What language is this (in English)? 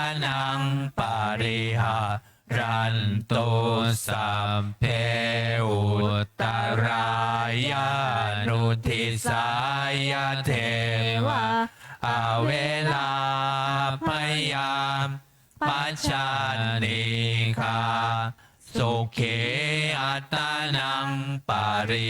Pali